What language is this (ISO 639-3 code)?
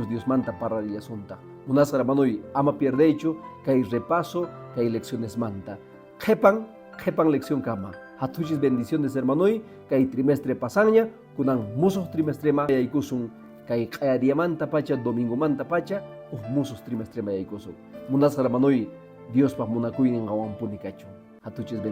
que